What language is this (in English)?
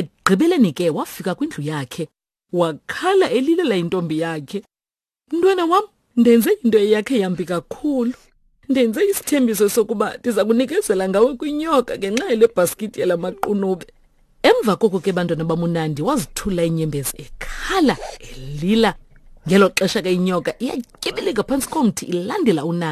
Xhosa